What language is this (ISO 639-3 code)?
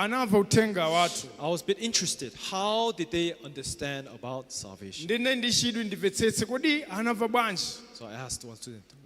nya